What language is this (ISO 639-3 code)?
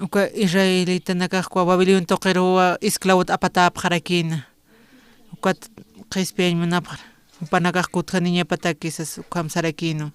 aym